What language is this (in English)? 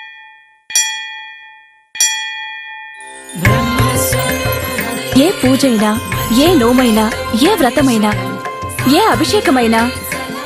Telugu